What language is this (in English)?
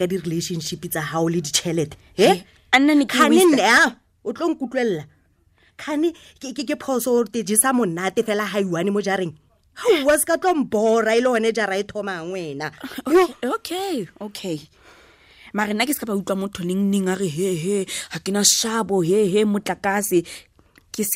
Tswana